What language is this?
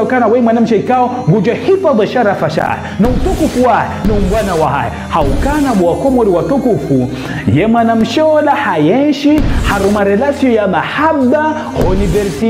Ngazidja Comorian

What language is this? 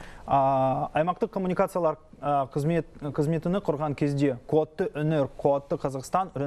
Kazakh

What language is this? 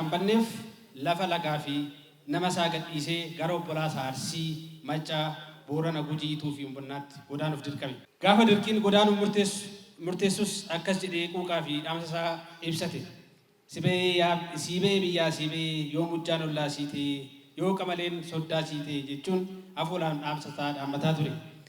Oromo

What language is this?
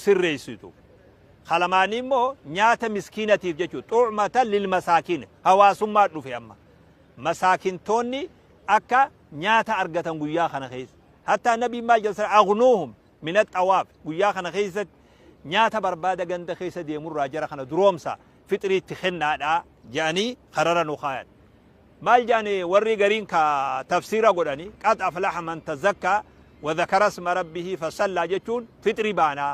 Oromo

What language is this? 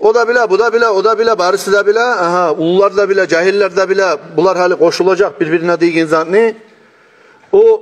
Kumyk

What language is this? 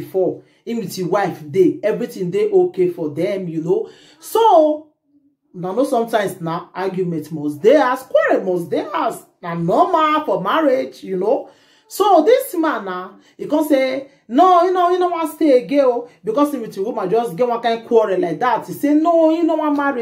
Nigerian Pidgin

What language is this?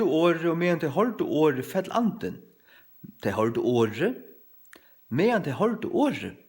Faroese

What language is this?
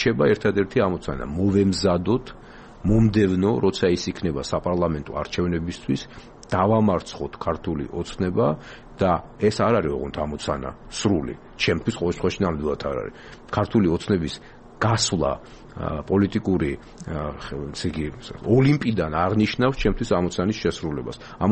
Georgian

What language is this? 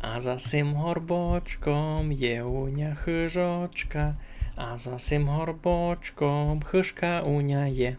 Rusyn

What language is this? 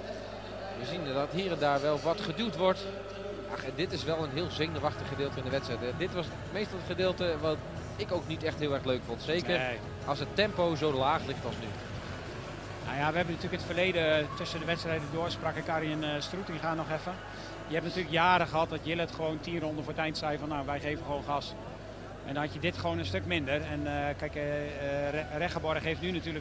Dutch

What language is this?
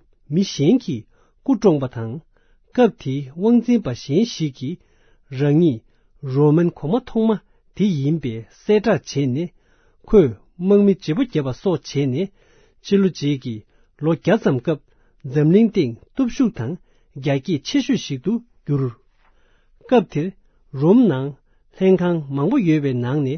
Tibetan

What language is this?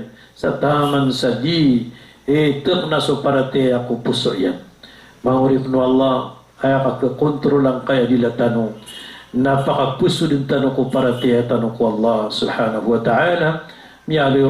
Maranao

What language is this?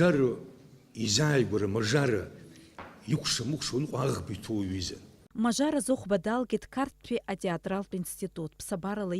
Abkhazian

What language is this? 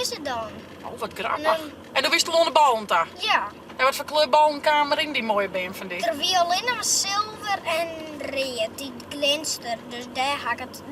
Western Frisian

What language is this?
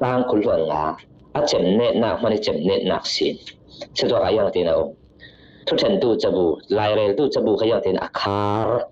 Falam Chin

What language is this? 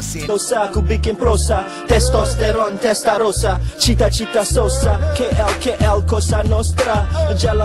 Malay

